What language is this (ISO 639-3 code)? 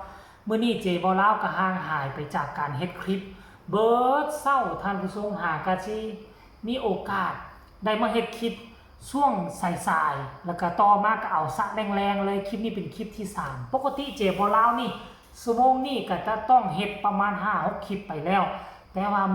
tts